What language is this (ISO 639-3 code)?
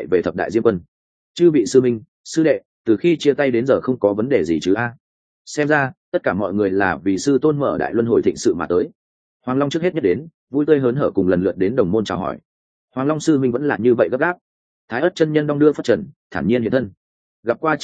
vie